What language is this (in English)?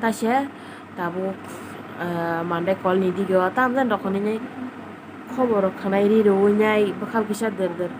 Kok Borok